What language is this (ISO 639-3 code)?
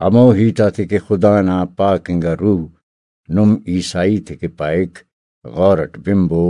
brh